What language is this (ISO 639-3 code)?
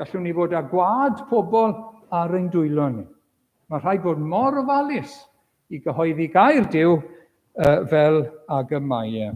cym